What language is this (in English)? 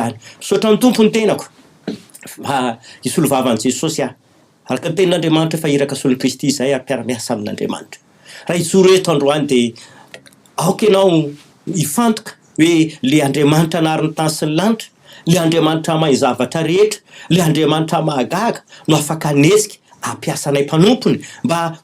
Malagasy